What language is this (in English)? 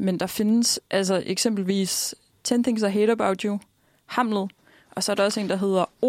Danish